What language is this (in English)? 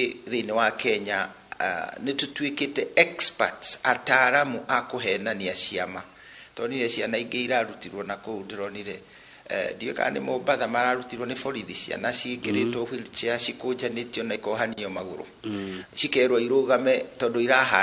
Kikuyu